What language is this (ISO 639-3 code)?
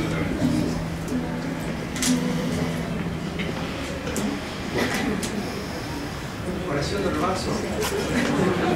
spa